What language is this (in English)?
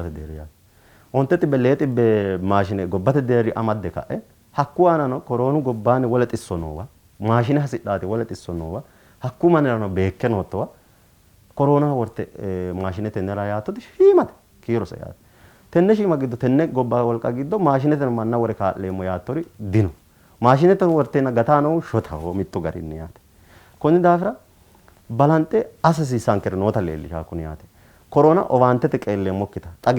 Sidamo